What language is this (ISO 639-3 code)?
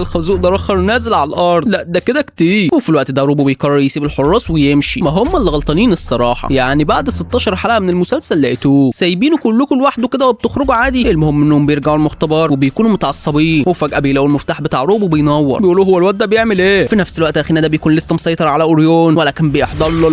arz